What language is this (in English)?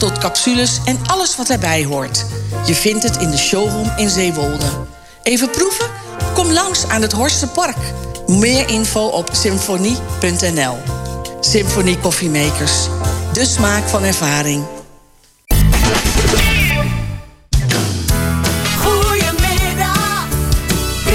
Dutch